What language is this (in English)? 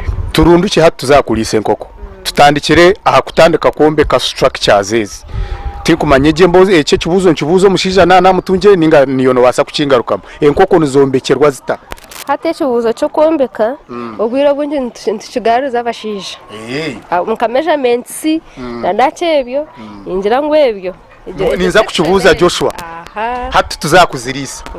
Nyankole